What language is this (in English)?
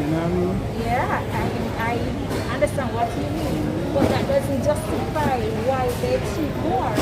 Jamaican Creole English